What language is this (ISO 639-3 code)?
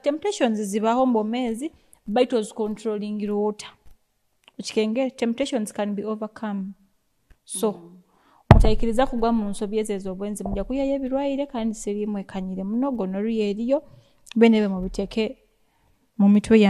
nyo